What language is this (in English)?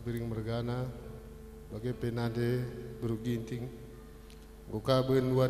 Batak Karo